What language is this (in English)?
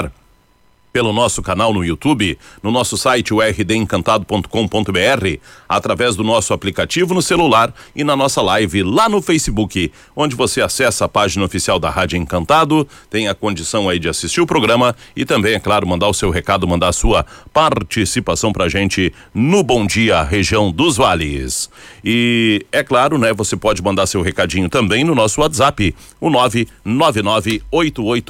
Portuguese